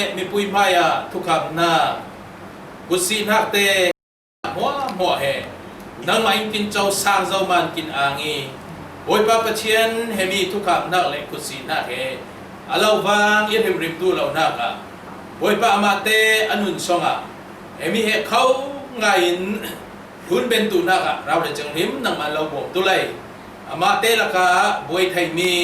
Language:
Falam Chin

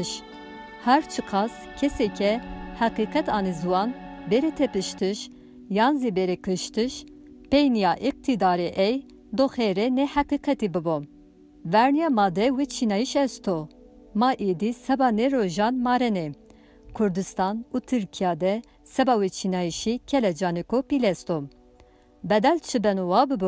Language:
Zaza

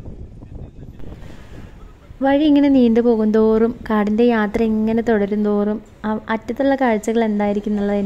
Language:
Malayalam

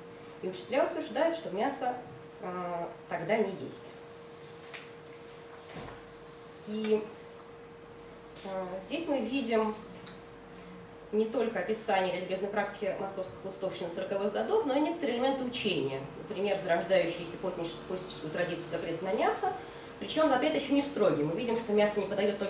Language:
Russian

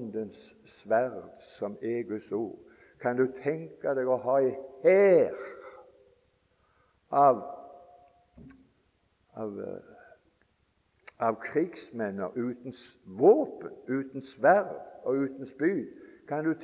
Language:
Norwegian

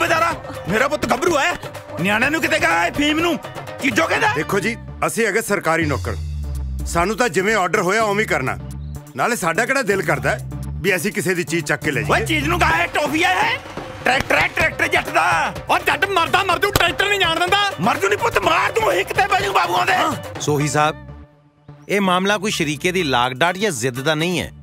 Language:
Punjabi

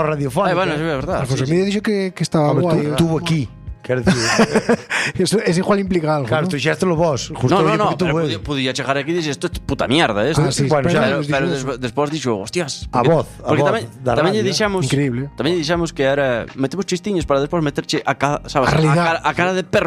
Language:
Galician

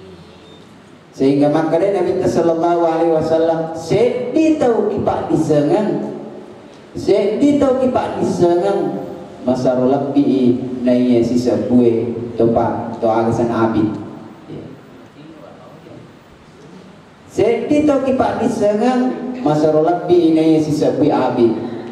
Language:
Indonesian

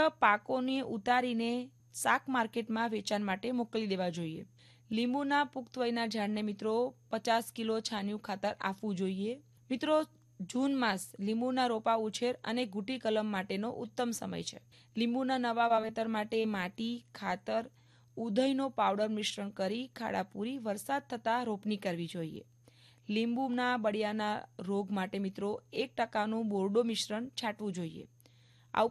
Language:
Gujarati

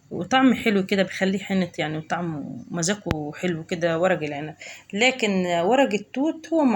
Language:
Egyptian Arabic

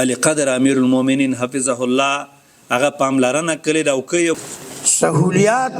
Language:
Pashto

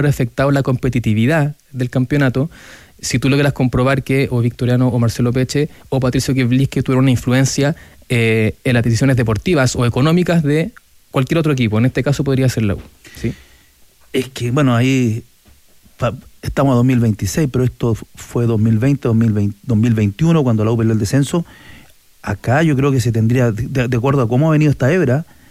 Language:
Spanish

